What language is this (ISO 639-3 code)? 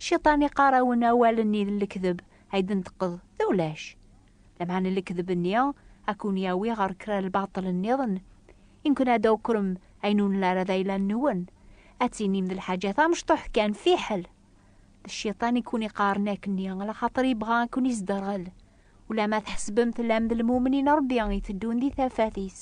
kab